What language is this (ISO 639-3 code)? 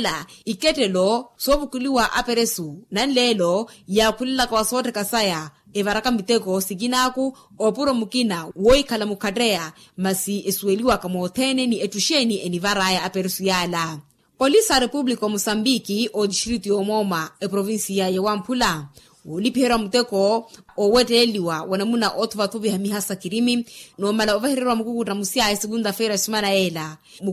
vmw